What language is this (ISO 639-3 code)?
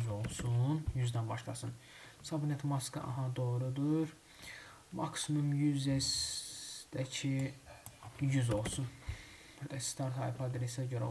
aze